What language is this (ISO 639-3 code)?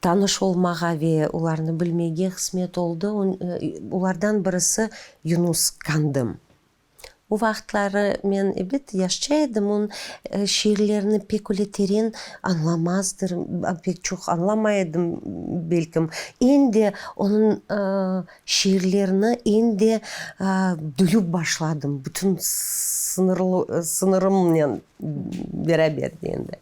crh